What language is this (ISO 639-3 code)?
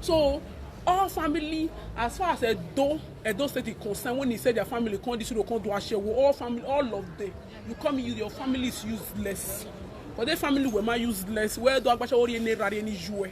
pcm